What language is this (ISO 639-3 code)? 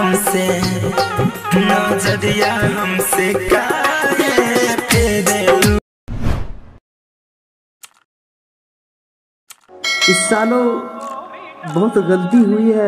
bho